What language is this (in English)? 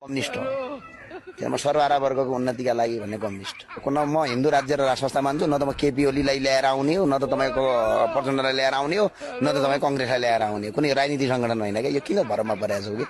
Nepali